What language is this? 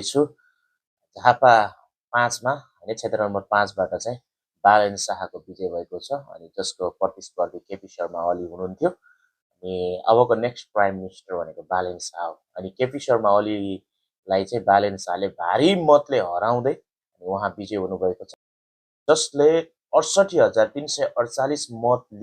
Nepali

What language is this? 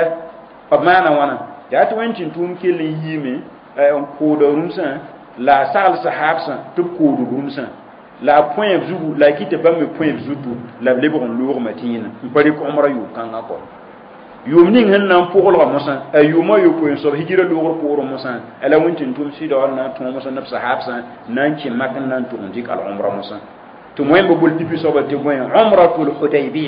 Mossi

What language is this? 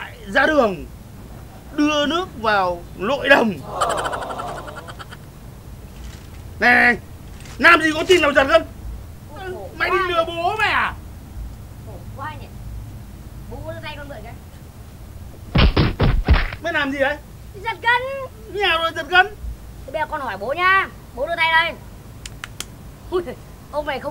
Vietnamese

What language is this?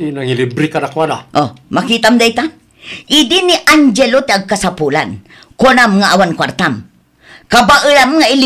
Iloko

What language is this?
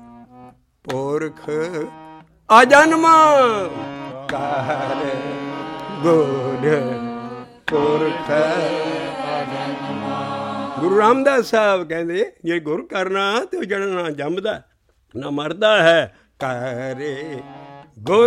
Punjabi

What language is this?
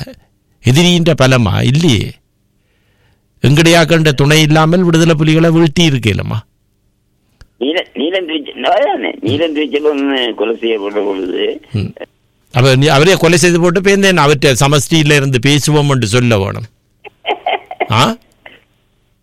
Tamil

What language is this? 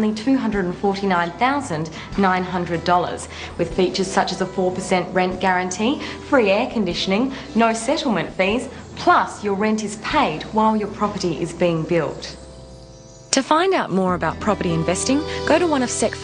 English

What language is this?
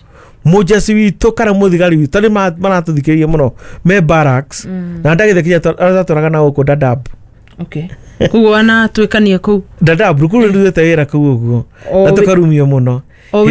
Kikuyu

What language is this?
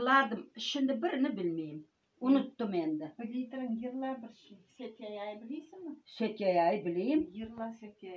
Crimean Tatar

